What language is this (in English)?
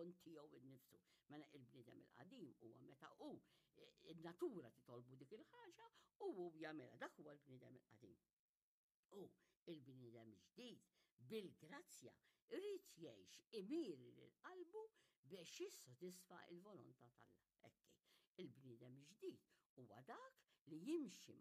Maltese